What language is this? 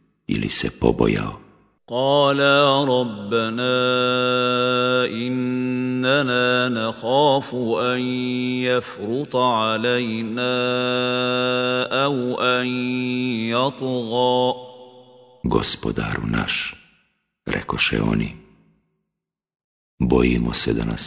Bosnian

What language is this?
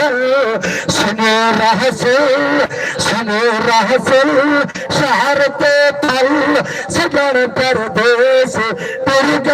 Saraiki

